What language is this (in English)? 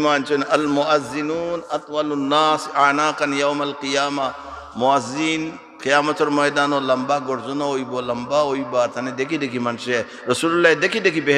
Sylheti